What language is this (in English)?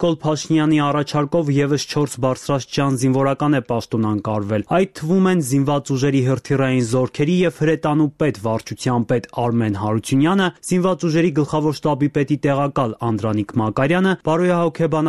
Armenian